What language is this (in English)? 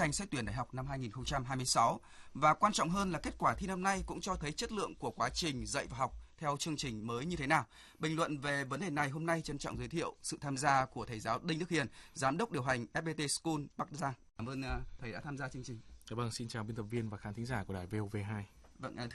Vietnamese